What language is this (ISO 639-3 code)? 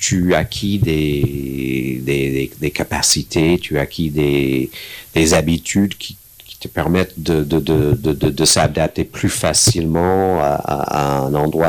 fra